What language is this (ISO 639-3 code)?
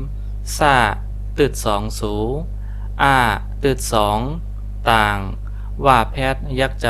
shn